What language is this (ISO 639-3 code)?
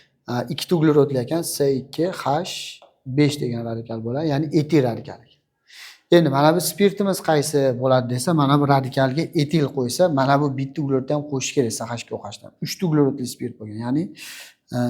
uzb